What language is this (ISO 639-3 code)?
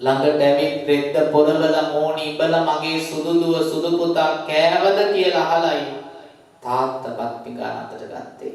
sin